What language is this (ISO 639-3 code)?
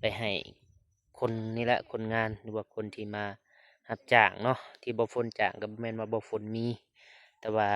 lao